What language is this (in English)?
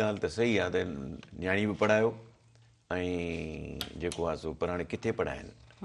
Sindhi